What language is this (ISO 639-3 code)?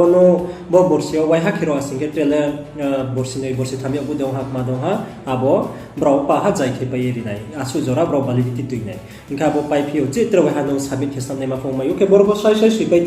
ria